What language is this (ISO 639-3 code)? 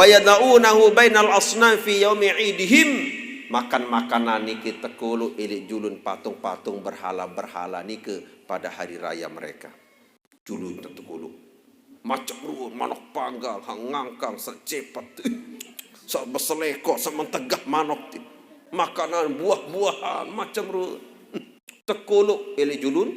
sas